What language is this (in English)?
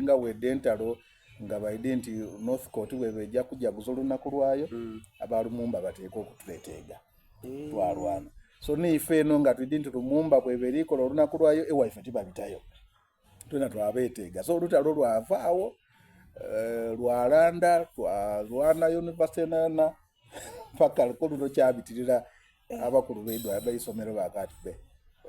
Soga